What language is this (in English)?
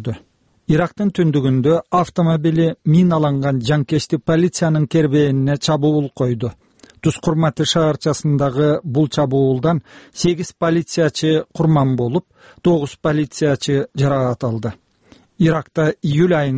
Kyrgyz